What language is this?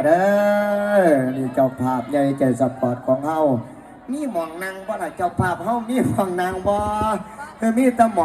Northeastern Thai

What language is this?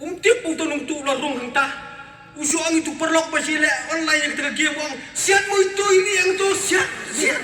Khasi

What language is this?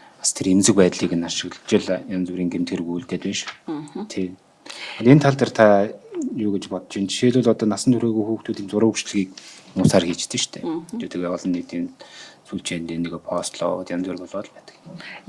Mongolian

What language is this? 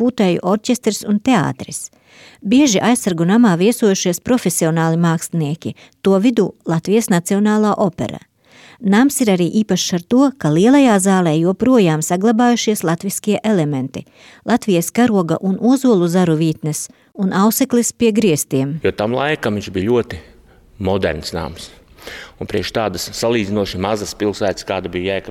Latvian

